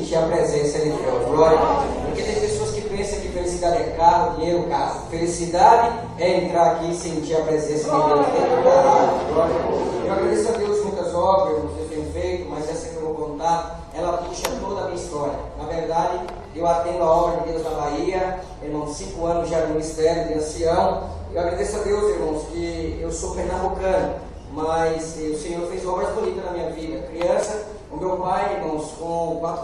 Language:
Portuguese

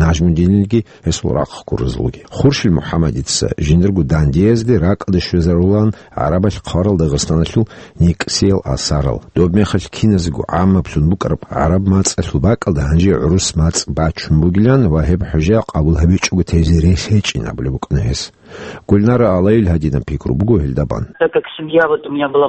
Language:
Avaric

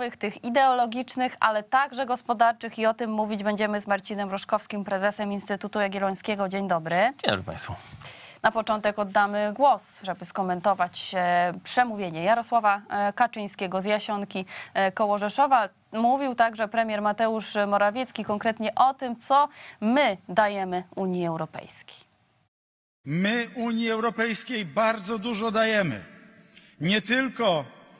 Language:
Polish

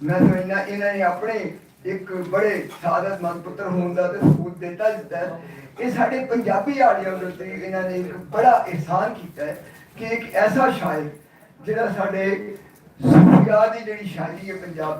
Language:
Western Panjabi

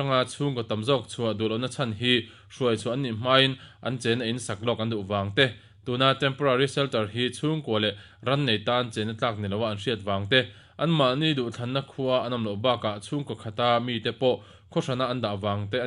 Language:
Mizo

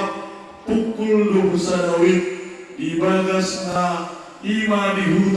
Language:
Batak Toba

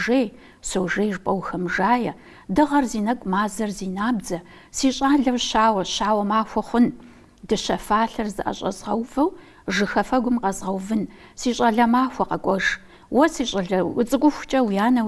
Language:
Kabardian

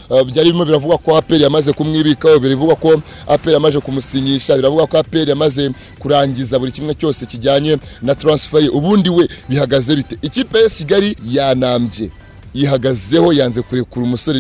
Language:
Kinyarwanda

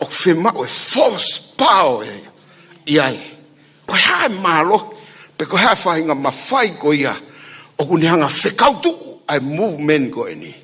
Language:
Tongan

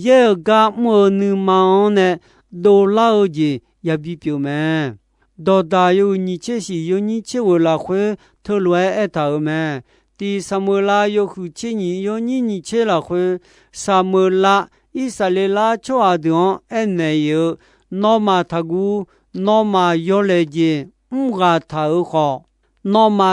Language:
Akha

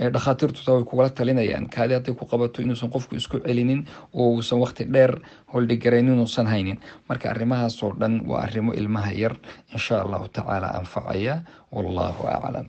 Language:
Somali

